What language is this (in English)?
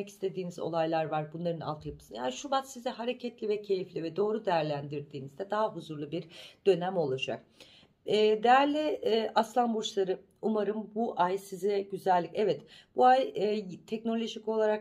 Turkish